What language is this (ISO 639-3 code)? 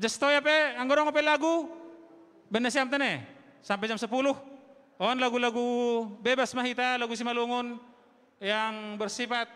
bts